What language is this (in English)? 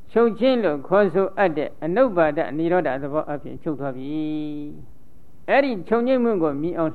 Burmese